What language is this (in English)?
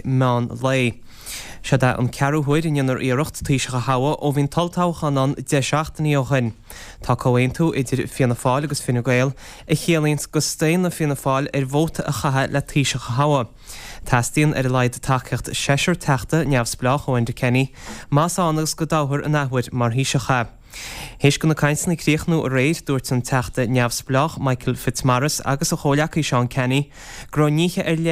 Irish